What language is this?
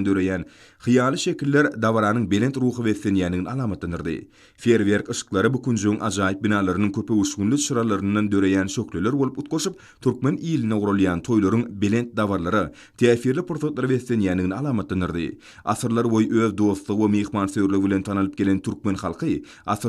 Turkmen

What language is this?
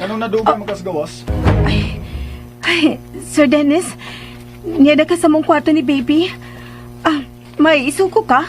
Cebuano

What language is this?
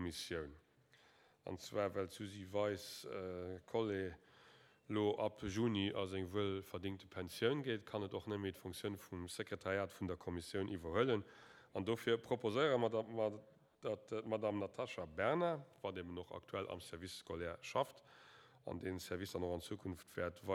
Luxembourgish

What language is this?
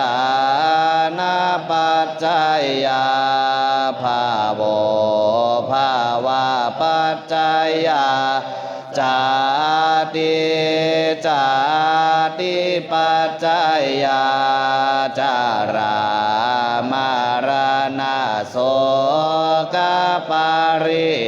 Pali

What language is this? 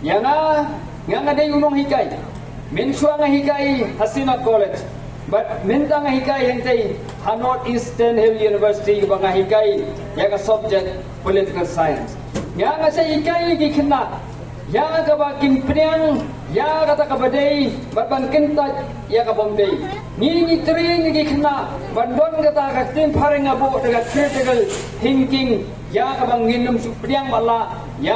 Khasi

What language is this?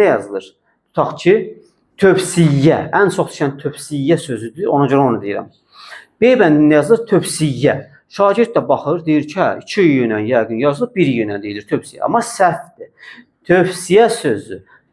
Azerbaijani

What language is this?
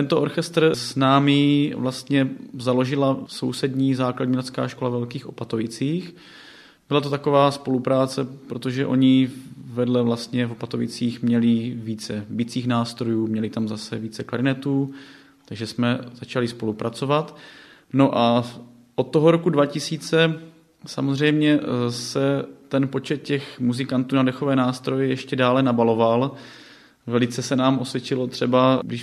Czech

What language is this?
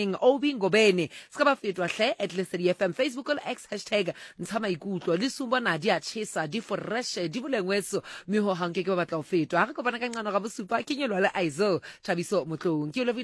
Southern Sotho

